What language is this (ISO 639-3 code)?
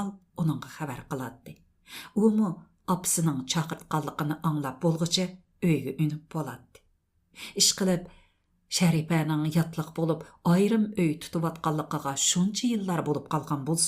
uig